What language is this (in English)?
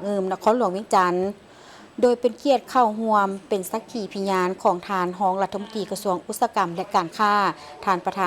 Lao